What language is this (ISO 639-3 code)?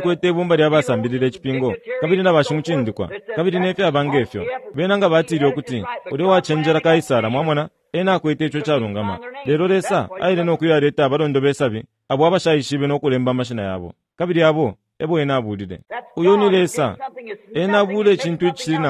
bem